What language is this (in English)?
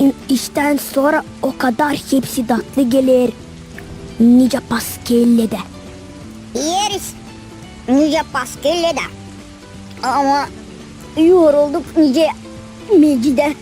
Gagauz